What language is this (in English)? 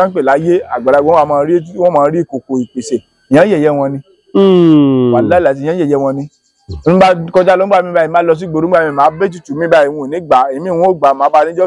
Yoruba